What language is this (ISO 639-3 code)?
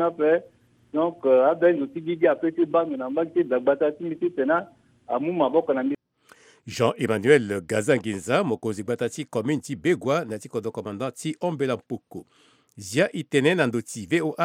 sag